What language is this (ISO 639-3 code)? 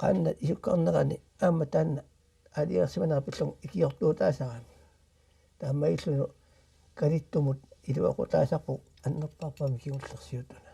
kal